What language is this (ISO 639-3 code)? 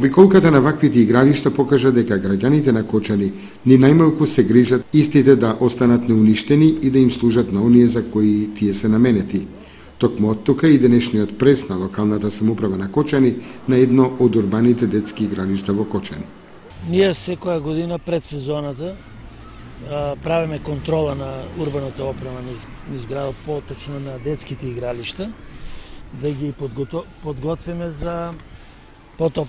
mkd